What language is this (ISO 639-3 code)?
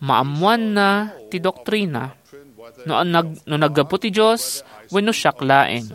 ilo